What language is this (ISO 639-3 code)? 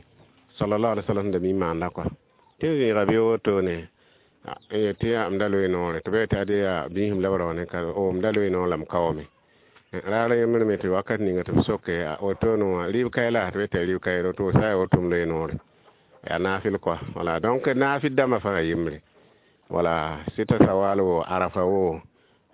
mos